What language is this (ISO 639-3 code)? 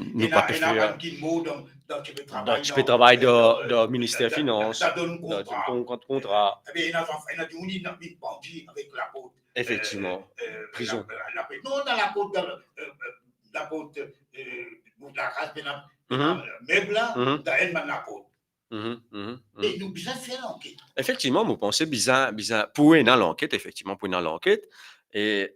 mfe